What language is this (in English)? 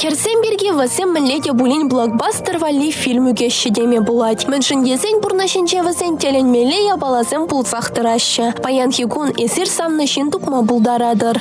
Chuvash